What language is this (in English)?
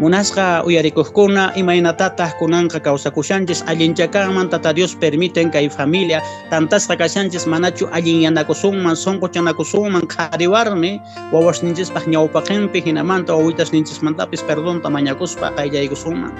Quechua